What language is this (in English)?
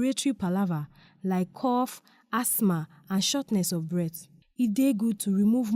Nigerian Pidgin